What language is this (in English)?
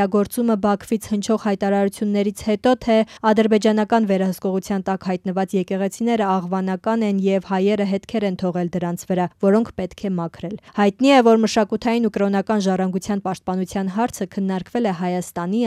Armenian